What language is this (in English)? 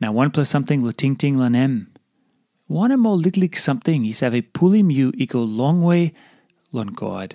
Tok Pisin